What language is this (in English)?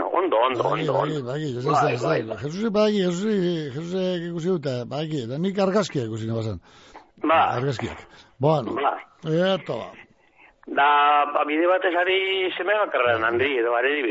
Basque